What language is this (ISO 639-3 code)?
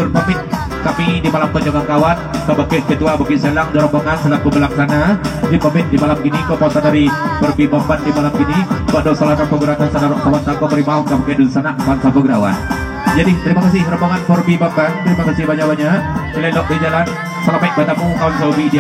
min